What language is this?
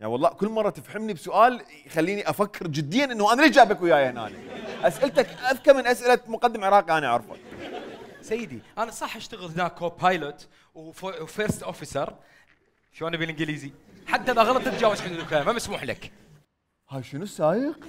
Mesopotamian Arabic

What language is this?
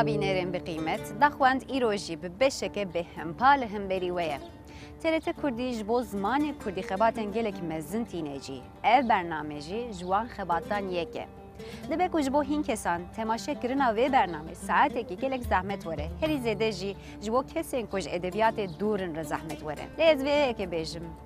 Kurdish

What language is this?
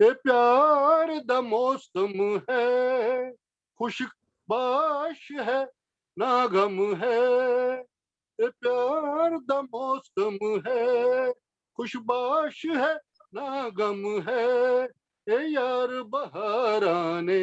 Dogri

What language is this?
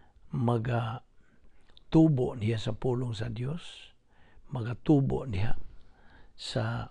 Cebuano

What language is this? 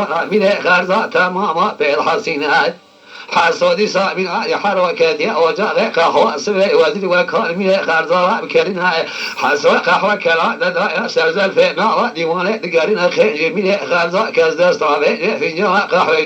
Kurdish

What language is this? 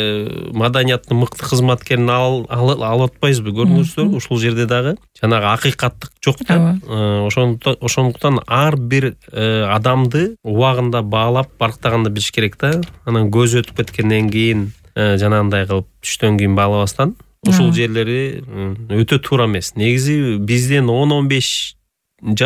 Kyrgyz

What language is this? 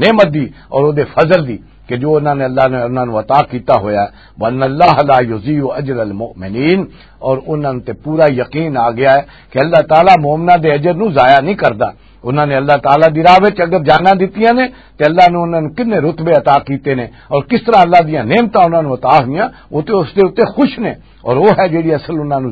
Western Panjabi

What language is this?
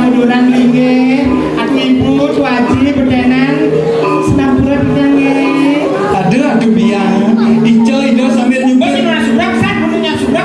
Balinese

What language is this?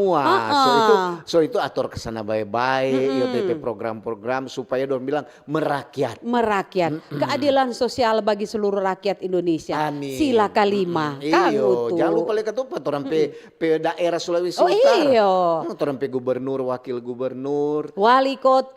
Manado Malay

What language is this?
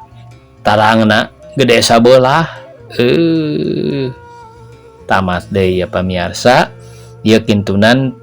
Sundanese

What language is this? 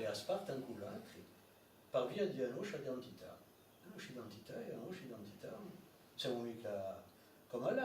Corsican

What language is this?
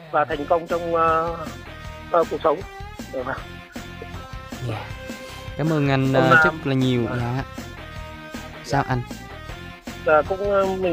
Vietnamese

